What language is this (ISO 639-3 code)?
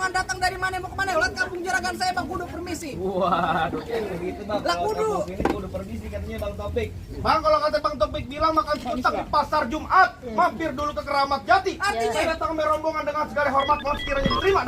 bew